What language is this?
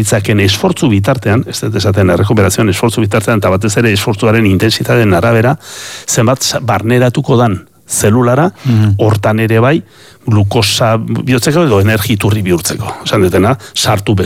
Basque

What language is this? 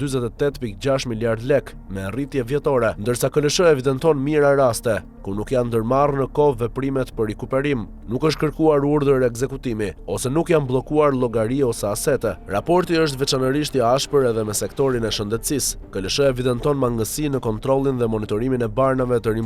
Albanian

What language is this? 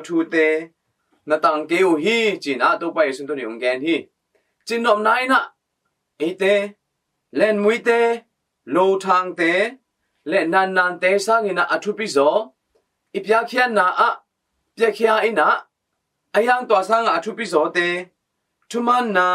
Tedim Chin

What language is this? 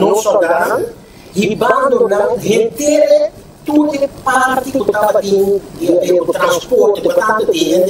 Papiamento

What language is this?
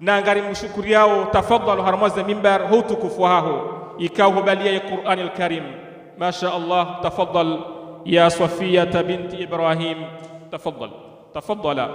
Ngazidja Comorian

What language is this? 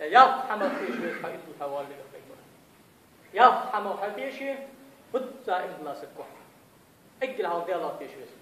Ingush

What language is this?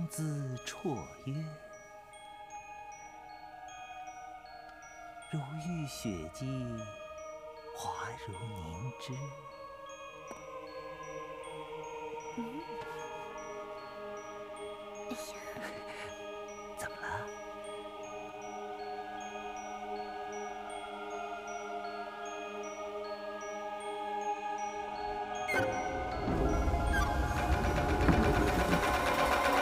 Chinese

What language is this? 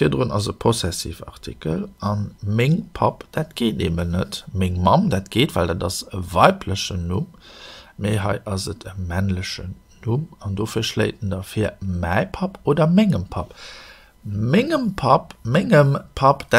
Luxembourgish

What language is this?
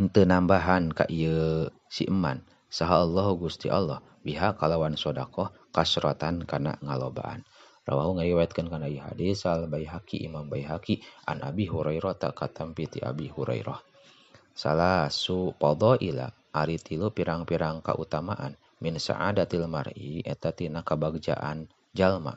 Sundanese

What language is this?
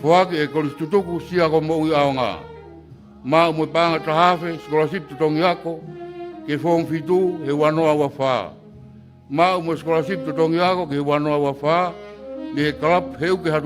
Tongan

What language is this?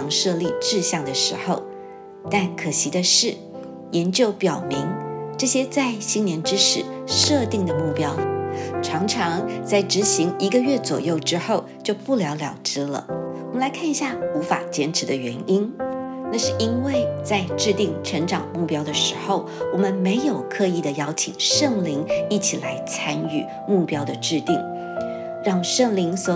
Chinese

